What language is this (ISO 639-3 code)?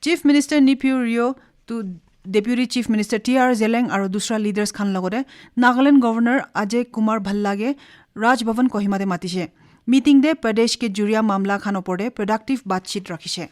nag